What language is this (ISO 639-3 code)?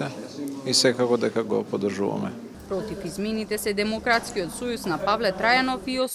mkd